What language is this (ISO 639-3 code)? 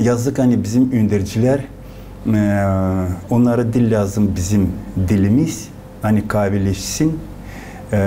gag